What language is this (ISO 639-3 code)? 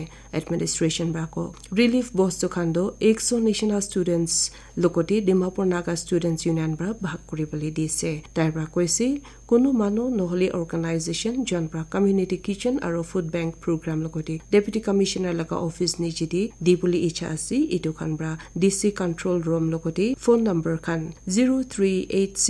nag